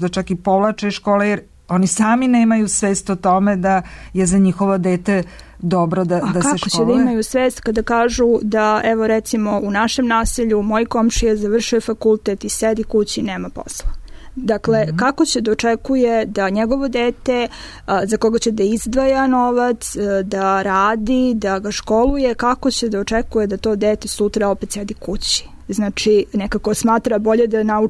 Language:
Serbian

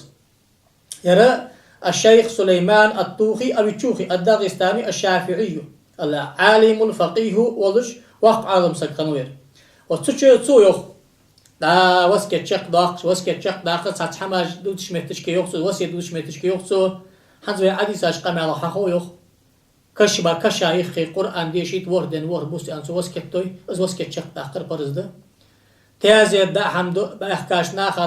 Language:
Ingush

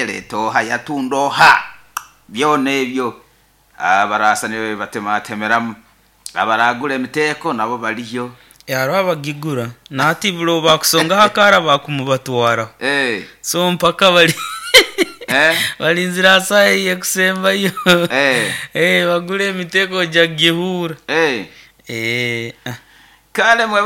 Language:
Nyoro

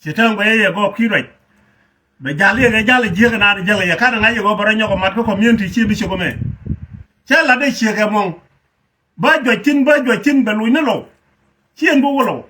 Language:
Nuer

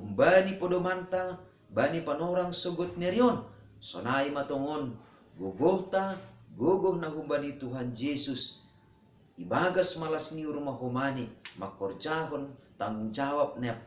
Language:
Batak Simalungun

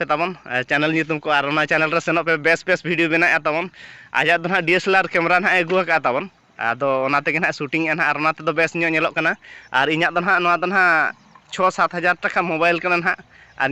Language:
Santali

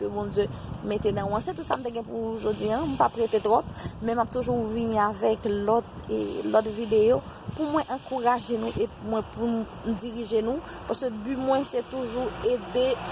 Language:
Haitian Creole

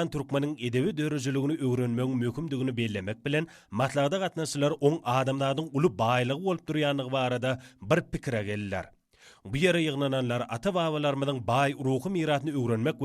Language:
Turkmen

